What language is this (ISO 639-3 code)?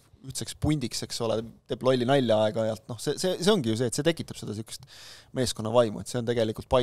est